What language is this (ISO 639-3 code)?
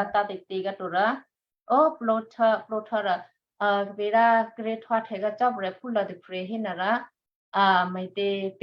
kyu